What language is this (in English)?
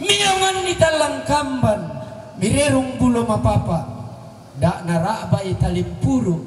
Toraja-Sa'dan